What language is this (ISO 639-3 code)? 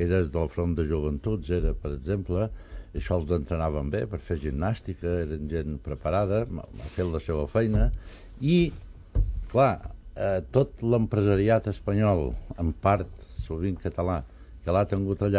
cat